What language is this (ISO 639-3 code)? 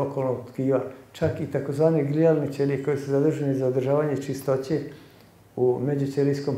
srp